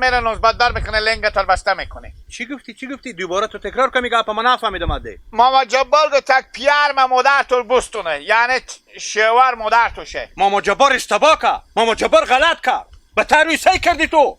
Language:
Hazaragi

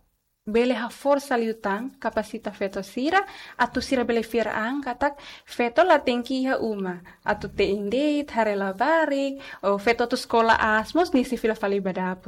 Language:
Tetum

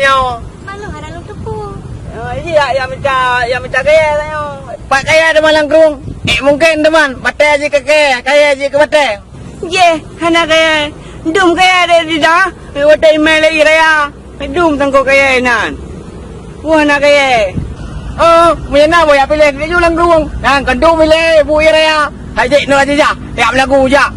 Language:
Achinese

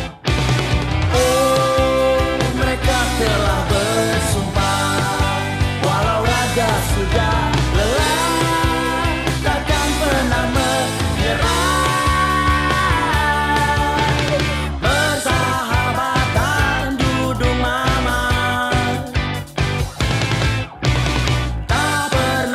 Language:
Indonesian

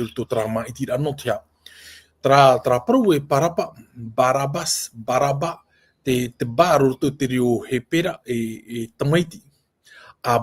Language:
Tahitian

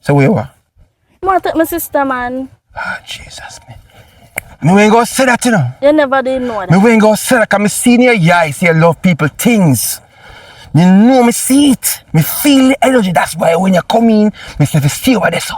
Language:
Jamaican Creole English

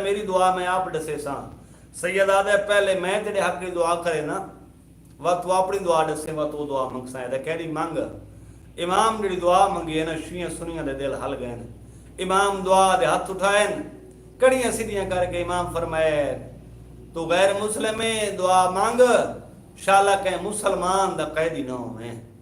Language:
Saraiki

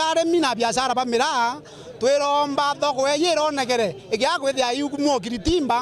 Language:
Meru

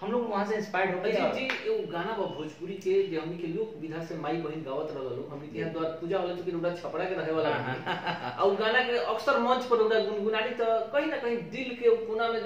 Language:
Bhojpuri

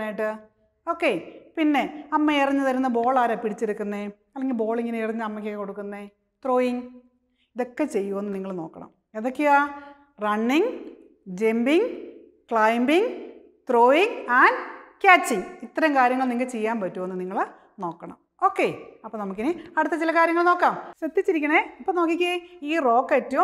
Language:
Malayalam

